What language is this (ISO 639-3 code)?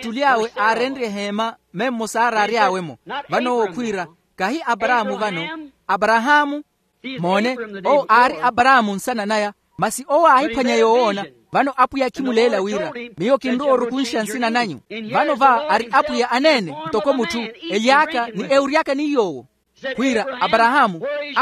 vmw